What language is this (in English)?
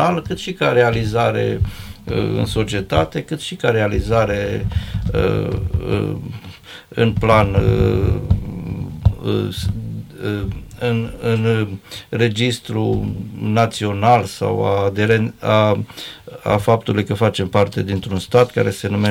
Romanian